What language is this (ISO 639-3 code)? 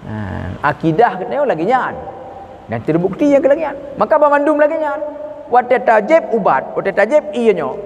ace